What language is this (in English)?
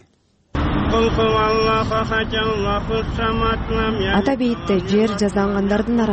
Kyrgyz